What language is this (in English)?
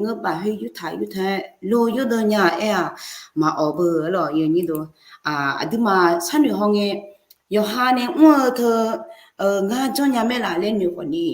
Akha